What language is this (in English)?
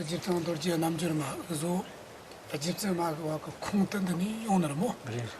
Tibetan